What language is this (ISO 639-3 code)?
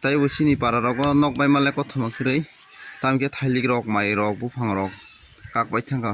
trp